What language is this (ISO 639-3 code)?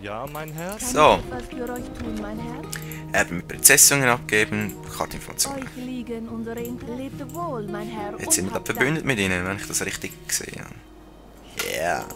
gsw